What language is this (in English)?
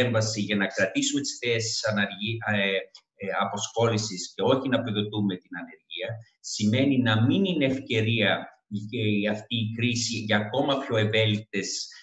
Greek